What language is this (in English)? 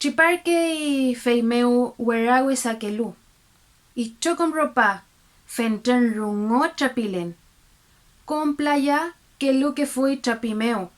Mapuche